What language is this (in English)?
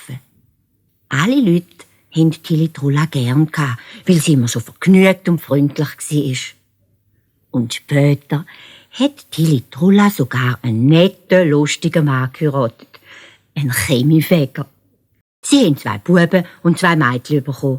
Swiss German